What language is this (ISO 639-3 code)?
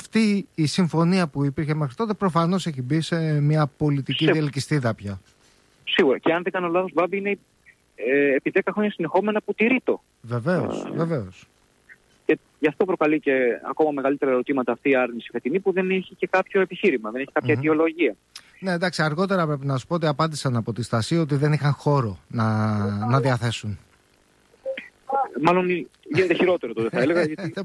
ell